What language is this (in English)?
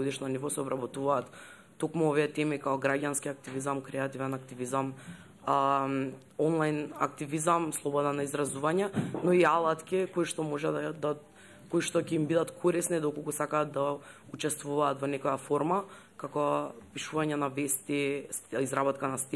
Macedonian